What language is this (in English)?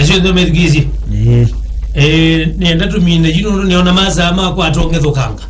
Kamba